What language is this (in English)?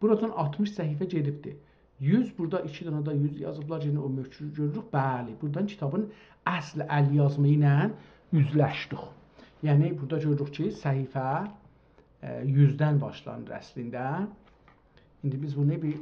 South Azerbaijani